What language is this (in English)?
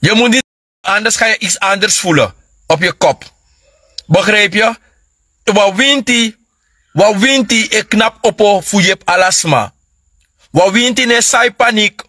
Sranan Tongo